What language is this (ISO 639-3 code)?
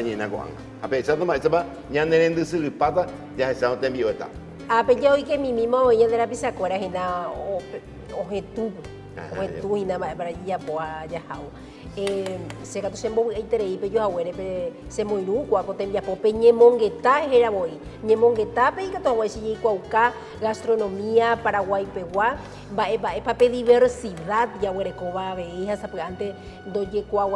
grn